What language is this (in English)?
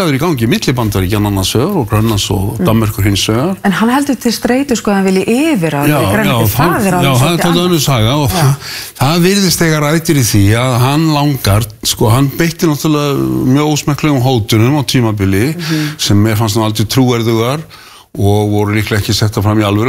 Icelandic